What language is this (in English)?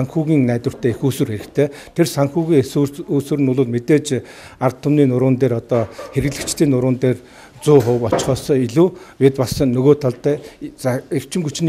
Mongolian